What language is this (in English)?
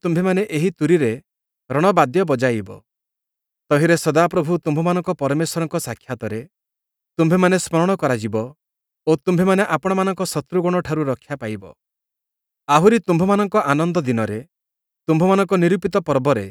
Odia